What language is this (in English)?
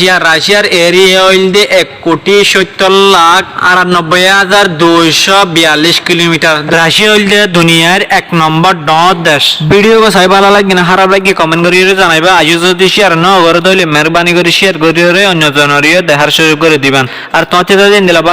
Rohingya